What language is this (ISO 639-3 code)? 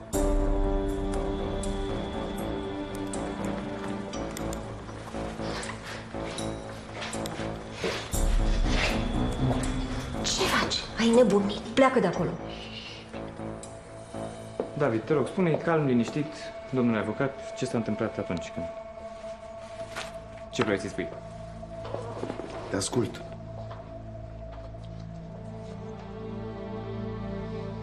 ron